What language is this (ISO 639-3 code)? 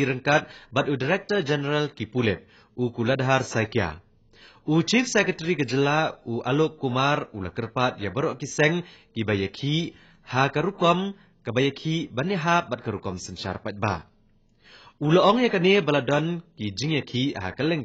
kha